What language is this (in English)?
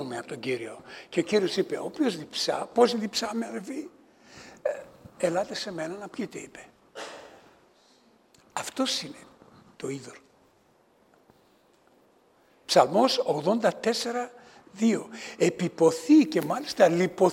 Greek